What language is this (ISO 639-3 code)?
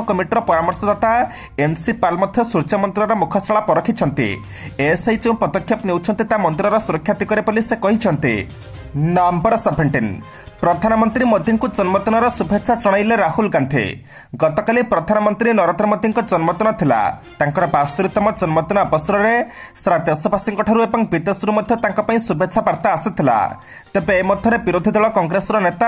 ori